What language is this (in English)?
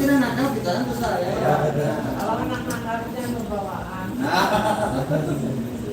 Banjar